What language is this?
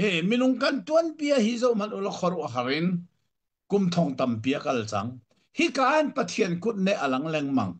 Hakha Chin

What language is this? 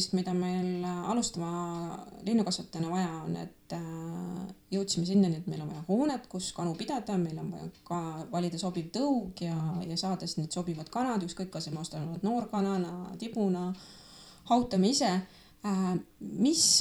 Estonian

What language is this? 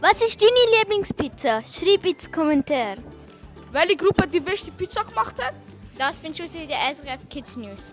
Swiss German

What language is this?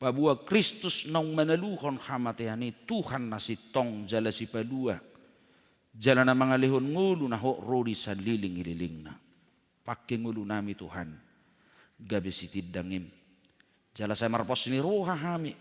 Batak Toba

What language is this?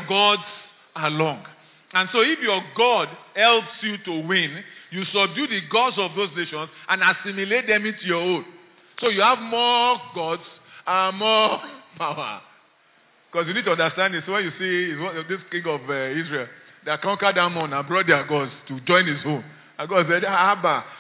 English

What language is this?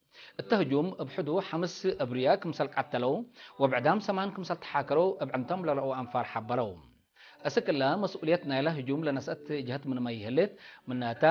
Tigre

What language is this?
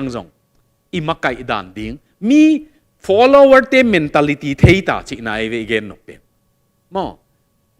Tedim Chin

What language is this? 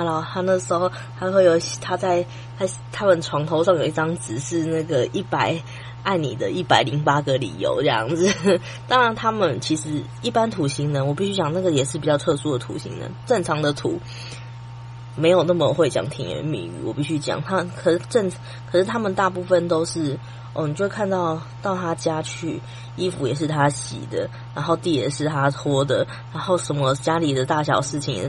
Chinese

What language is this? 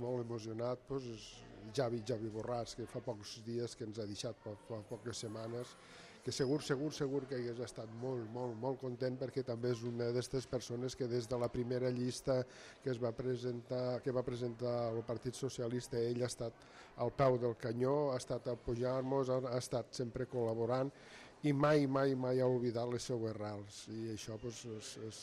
Catalan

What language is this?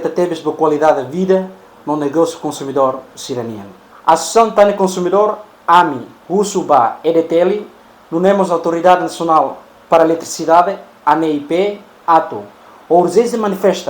Tetum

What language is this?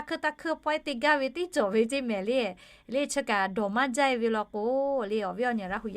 Lahu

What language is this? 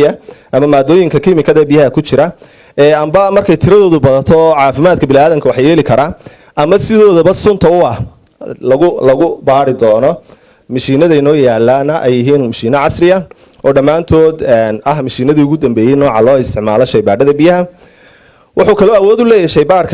Somali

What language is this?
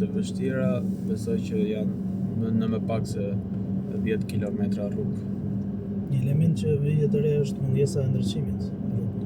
Albanian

